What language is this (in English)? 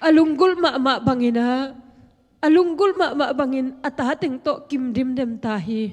Tedim Chin